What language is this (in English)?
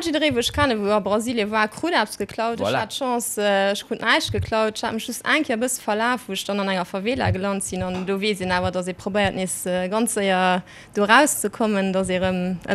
Luxembourgish